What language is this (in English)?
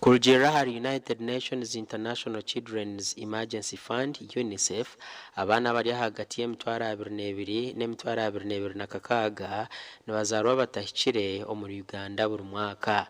Nyankole